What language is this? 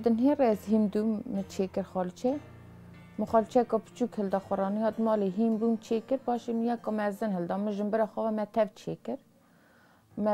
Kurdish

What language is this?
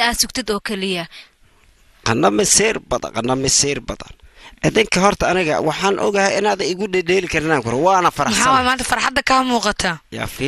Somali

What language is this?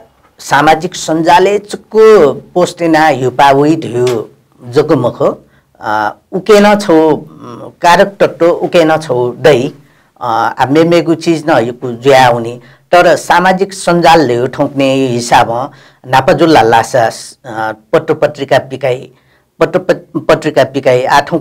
Newari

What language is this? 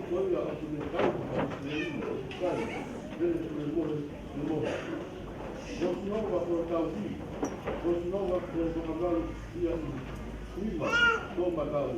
Tongan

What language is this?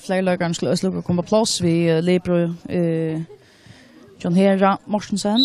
Faroese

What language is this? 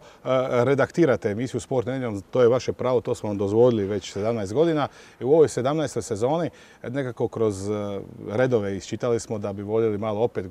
Croatian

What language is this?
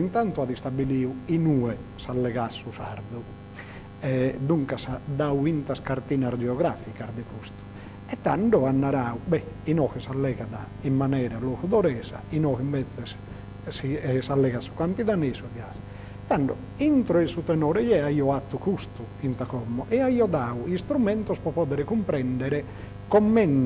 Sardinian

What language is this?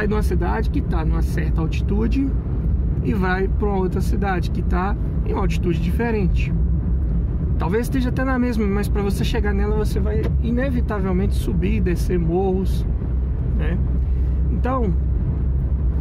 Portuguese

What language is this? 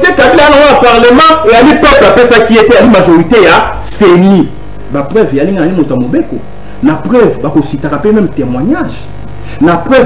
Lingala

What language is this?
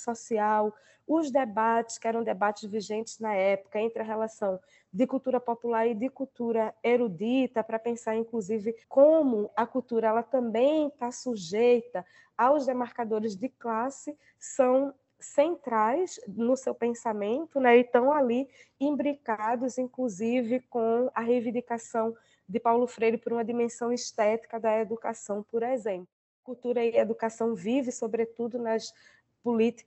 Portuguese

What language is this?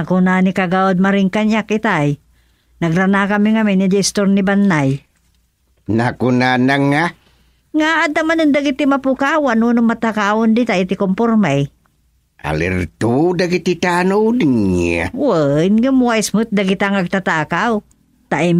Iloko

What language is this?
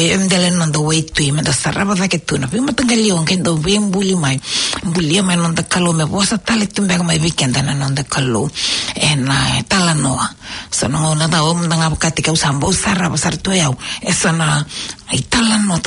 Fijian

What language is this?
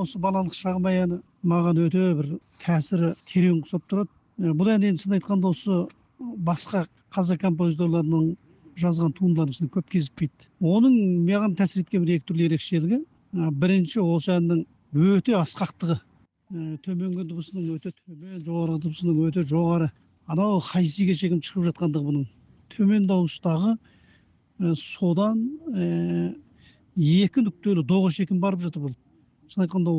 Kazakh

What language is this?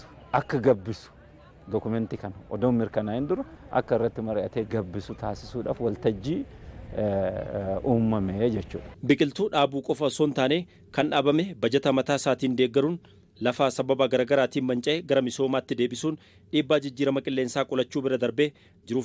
Oromo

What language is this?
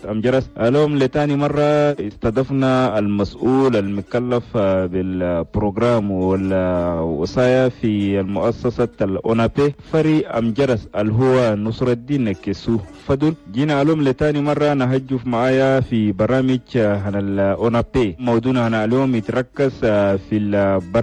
Chadian Arabic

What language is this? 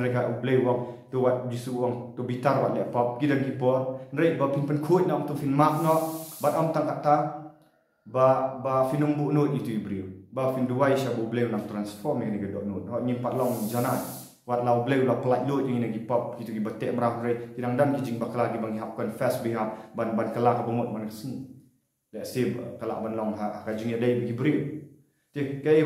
Khasi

